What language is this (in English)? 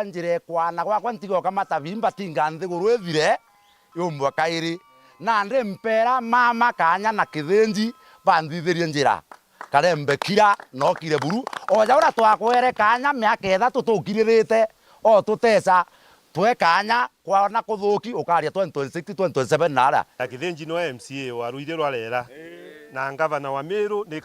Meru